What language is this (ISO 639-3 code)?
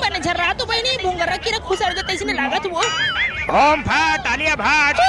hne